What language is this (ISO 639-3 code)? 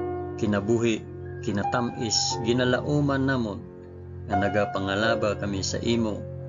hil